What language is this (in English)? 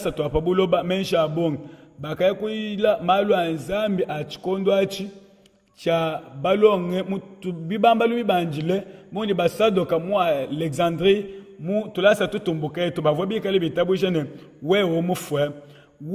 Luba-Lulua